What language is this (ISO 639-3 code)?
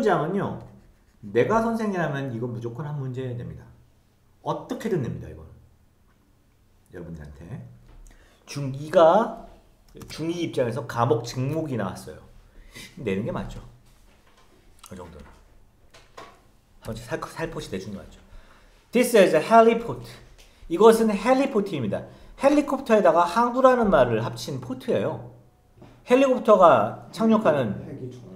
kor